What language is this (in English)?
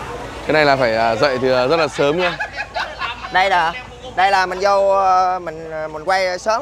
Vietnamese